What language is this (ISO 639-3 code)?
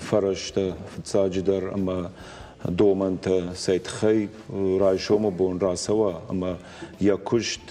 oss